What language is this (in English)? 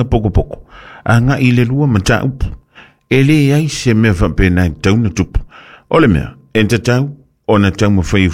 Samoan